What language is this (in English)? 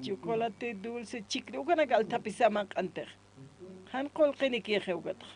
Aymara